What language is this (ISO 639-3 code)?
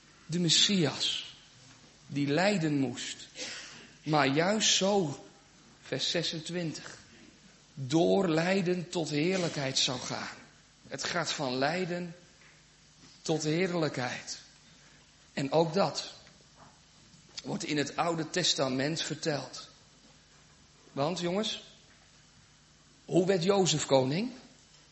nld